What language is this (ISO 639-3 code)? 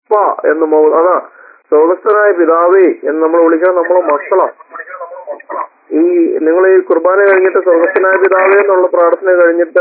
mal